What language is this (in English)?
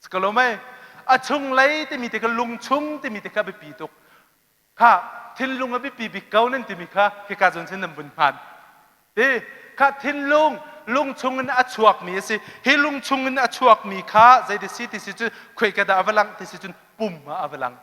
Hakha Chin